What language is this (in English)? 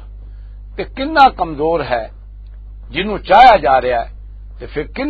Western Panjabi